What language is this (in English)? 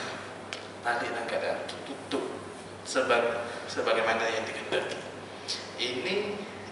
Malay